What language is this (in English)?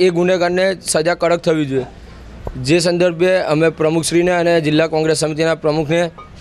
Gujarati